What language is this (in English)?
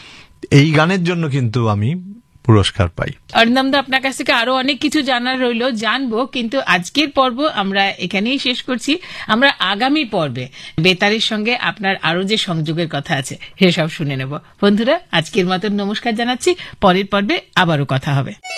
Bangla